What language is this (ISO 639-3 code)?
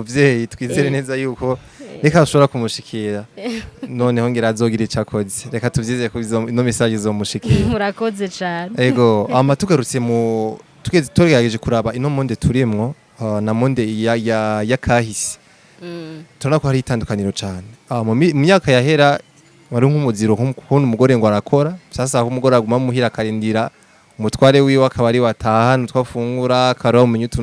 run